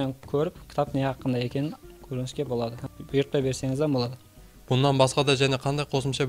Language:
Kara-Kalpak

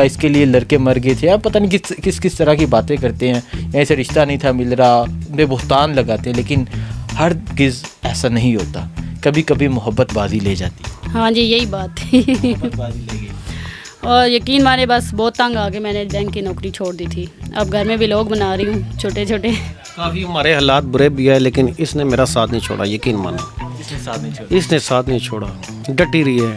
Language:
Urdu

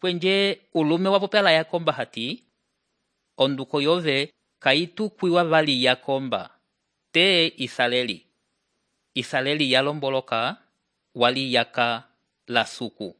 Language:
Umbundu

